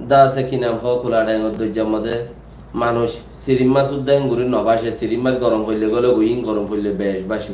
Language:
Rohingya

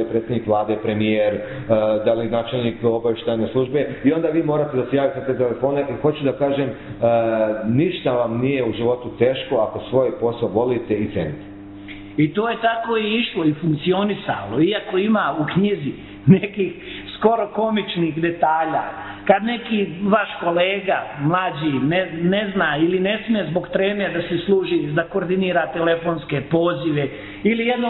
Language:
Serbian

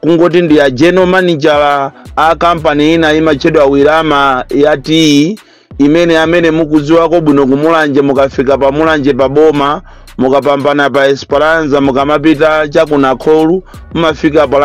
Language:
Nyanja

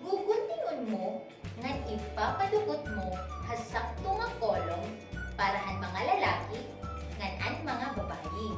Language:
Waray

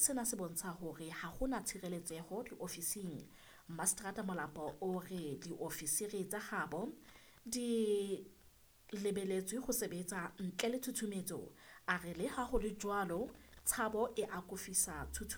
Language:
Southern Sotho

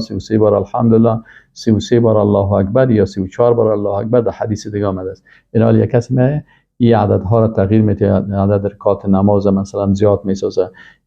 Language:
Persian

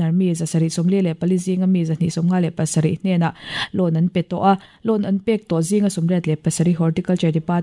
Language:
Mizo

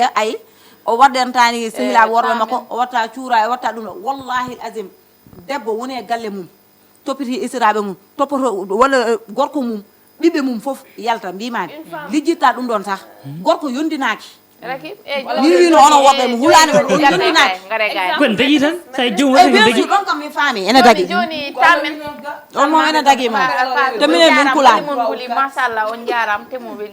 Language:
Fula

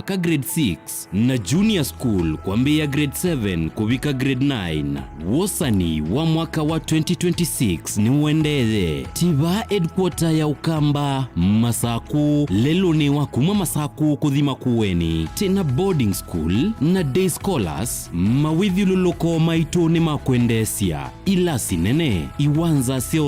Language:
Kamba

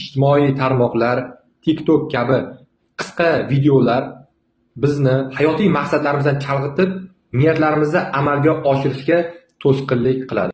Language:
Uzbek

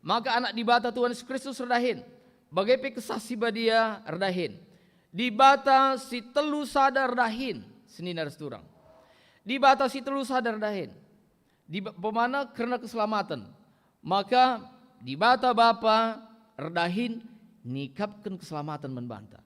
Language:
Batak Karo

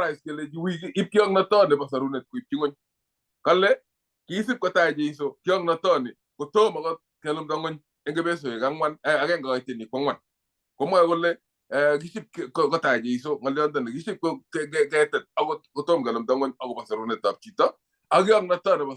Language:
Kalenjin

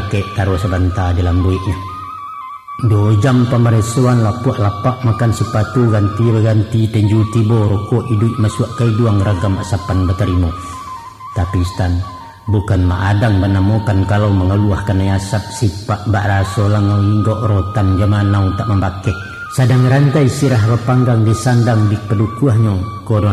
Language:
Minangkabau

